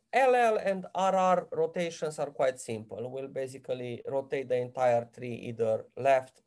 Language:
English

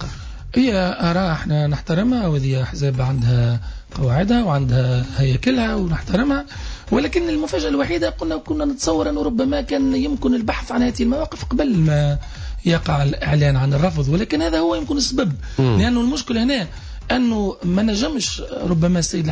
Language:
Tunisian Arabic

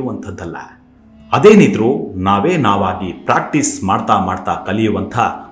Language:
Kannada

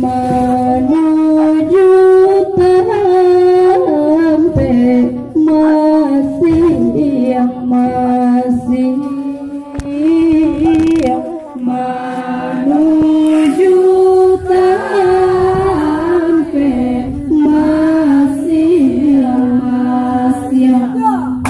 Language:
Minangkabau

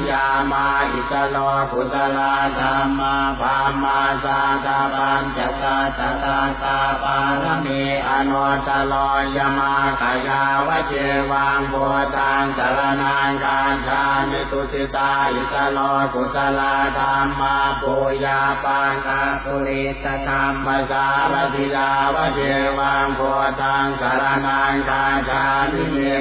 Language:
Pali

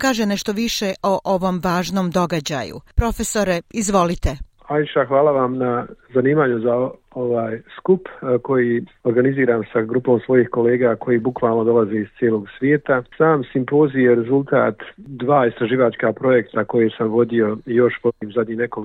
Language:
Bosnian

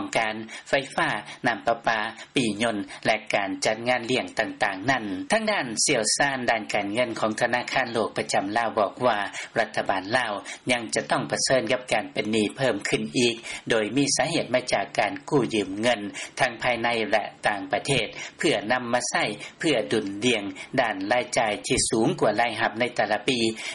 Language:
Lao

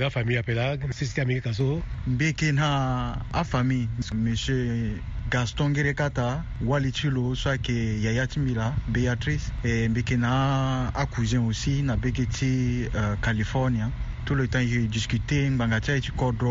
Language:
Sango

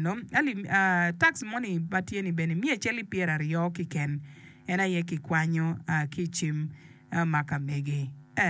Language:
Acoli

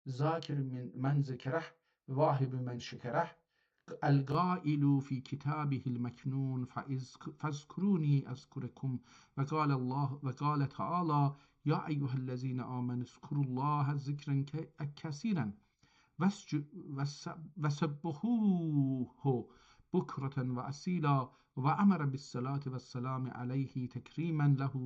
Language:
South Azerbaijani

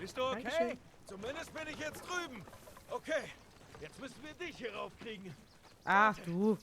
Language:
Swiss German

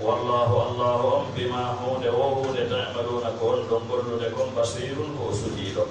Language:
Fula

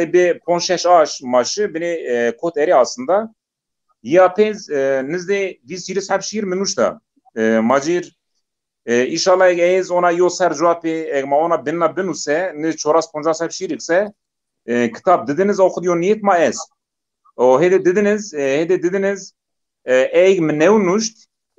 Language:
Zaza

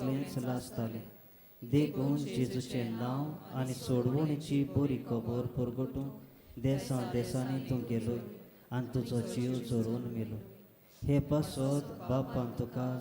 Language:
Konkani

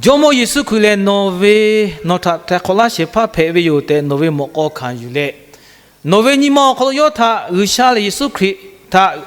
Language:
Lahu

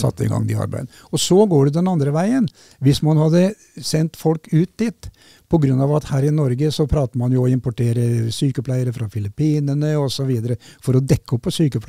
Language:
Norwegian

